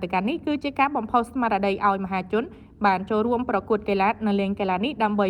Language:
Khmer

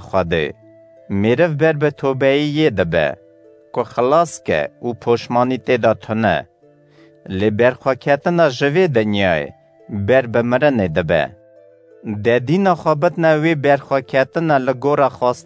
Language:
Kurdish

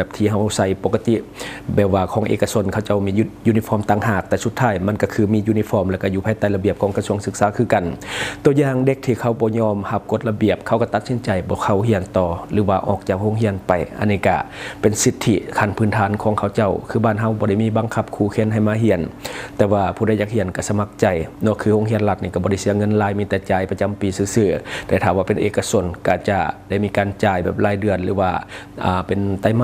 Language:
Lao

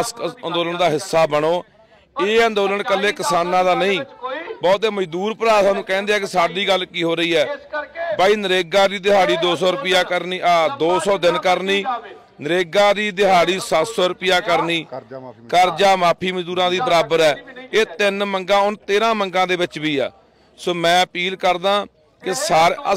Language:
Punjabi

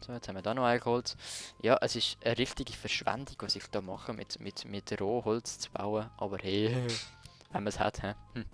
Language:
Swiss German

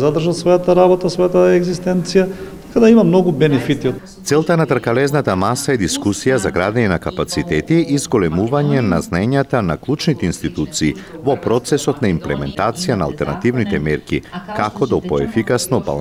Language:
Macedonian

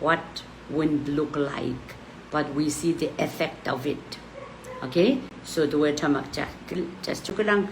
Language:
Pohnpeian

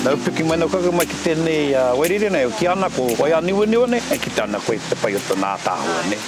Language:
Māori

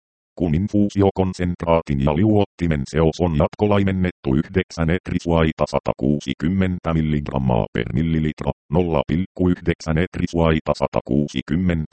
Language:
Finnish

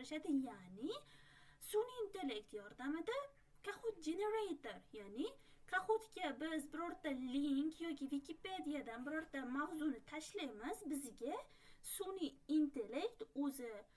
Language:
Uzbek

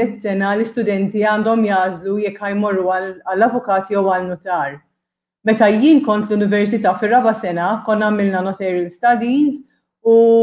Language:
Maltese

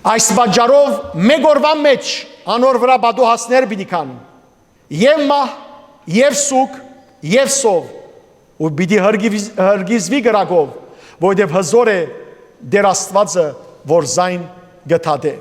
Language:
Western Armenian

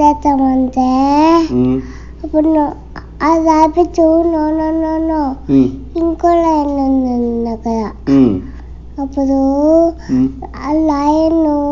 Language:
Telugu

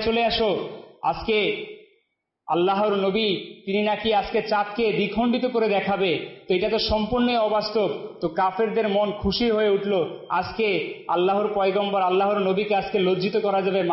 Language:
Bangla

